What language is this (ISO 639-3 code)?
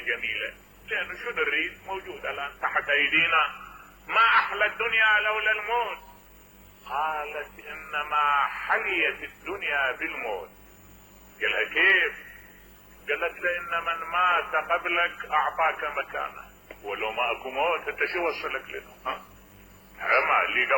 acm